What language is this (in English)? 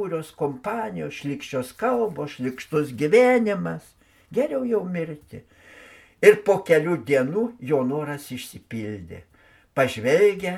Lithuanian